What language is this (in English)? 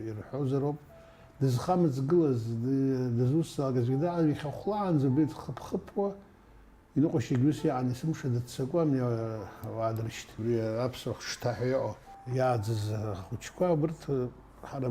Abkhazian